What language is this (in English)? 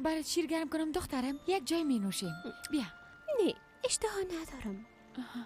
Persian